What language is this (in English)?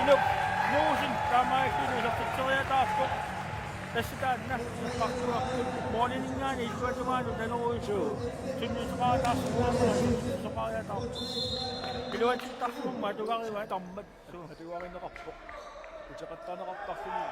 Kalaallisut